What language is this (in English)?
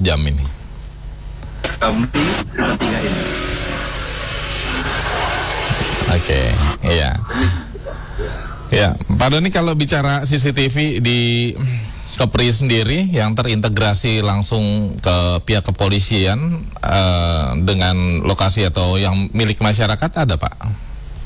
Indonesian